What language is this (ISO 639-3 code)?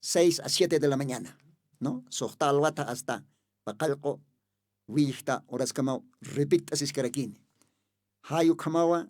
aym